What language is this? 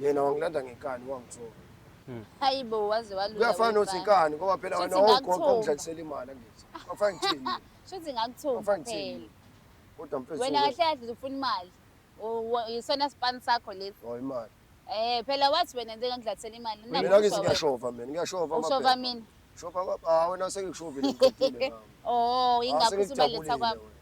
Zulu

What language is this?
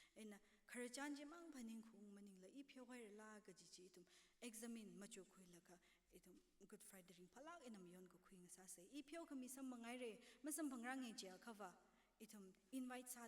Tangkhul Naga (India)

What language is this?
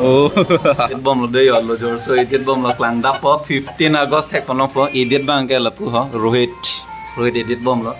Karbi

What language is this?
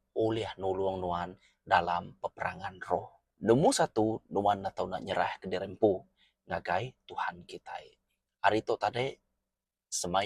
Iban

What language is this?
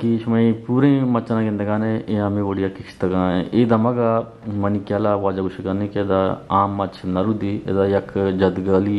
Eastern Balochi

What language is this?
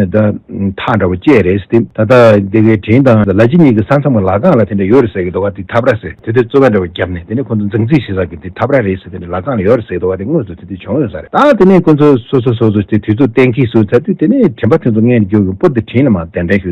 Tibetan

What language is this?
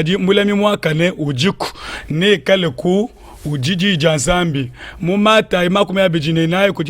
Luba-Lulua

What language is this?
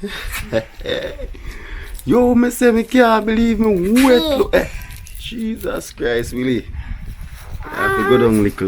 Jamaican Creole English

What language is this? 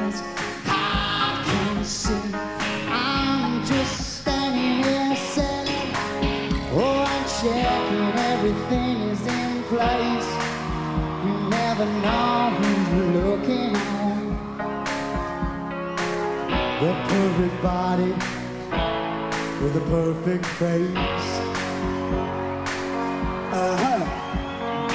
English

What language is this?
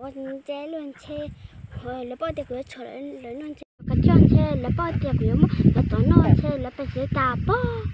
Hmong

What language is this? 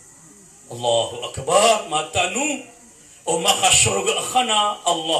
Maranao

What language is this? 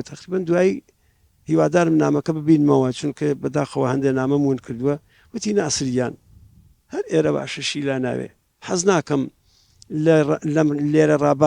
Central Kurdish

